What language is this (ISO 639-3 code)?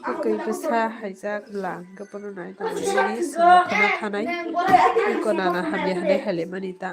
trp